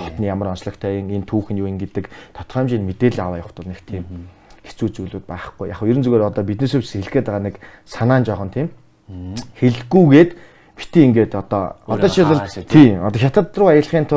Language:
Mongolian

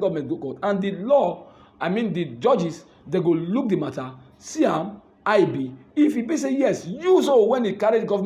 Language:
Nigerian Pidgin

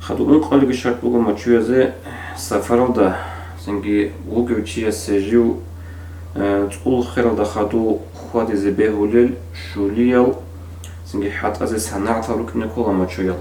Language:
Avaric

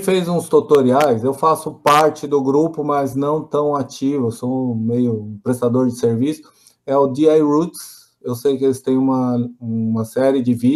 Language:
Portuguese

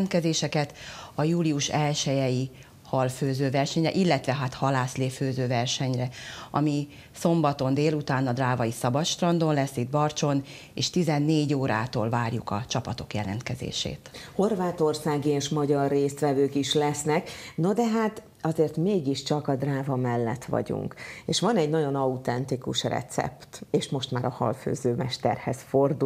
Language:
Hungarian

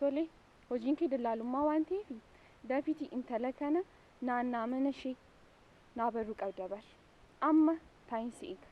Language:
Oromo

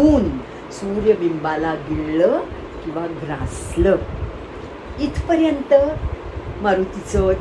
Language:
Marathi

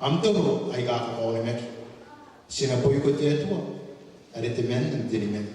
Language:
Gilbertese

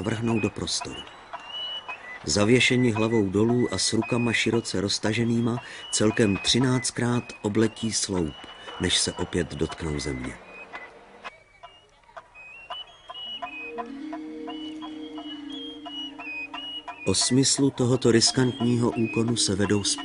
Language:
Czech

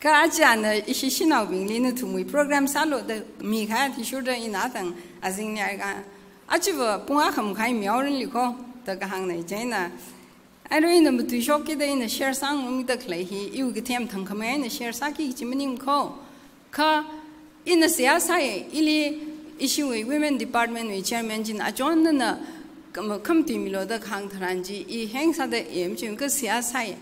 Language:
Tangkhul Naga (India)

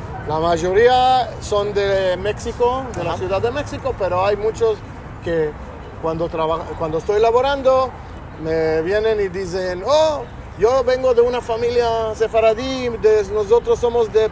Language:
Ladino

